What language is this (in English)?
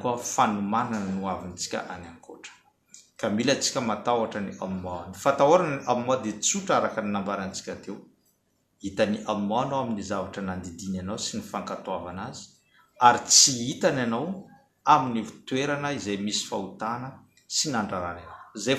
Malagasy